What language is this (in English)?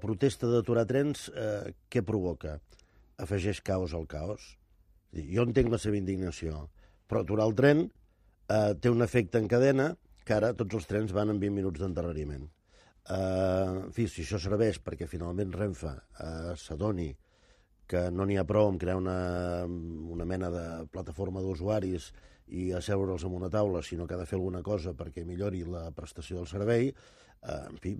Catalan